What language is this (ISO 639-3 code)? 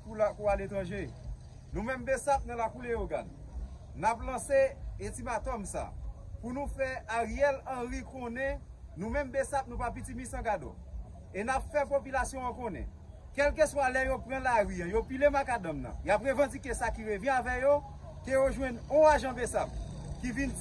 hat